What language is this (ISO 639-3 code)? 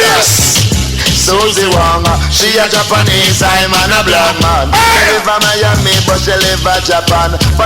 jam